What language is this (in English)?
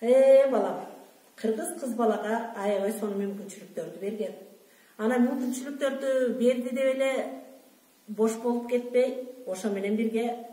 Kyrgyz